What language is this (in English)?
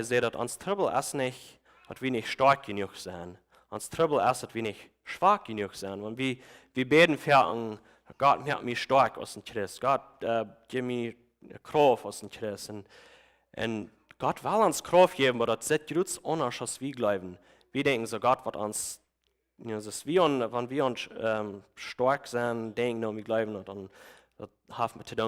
Plautdietsch